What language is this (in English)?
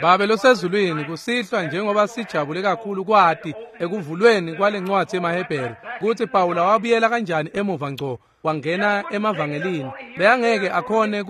Swati